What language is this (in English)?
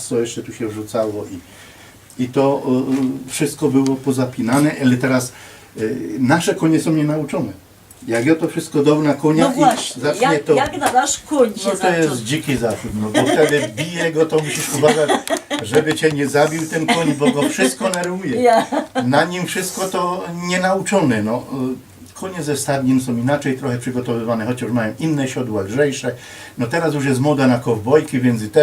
Silesian